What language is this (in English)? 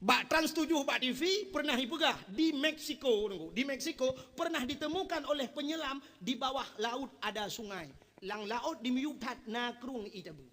Achinese